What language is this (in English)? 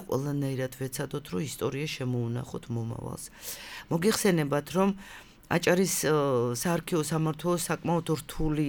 Georgian